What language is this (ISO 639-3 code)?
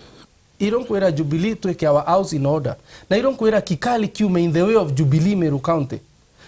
mer